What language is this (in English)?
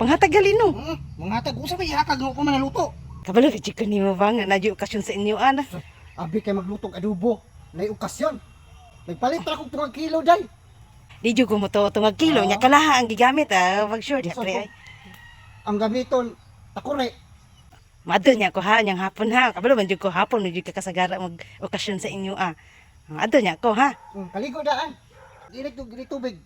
Cebuano